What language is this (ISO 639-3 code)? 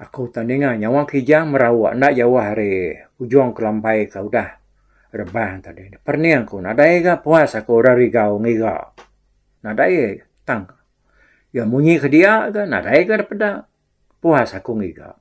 iba